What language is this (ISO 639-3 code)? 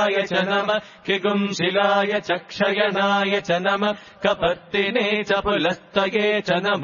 san